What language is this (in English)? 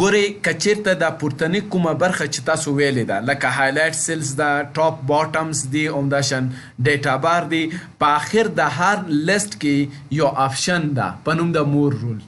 Pashto